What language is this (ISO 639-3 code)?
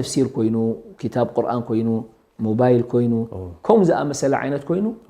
tir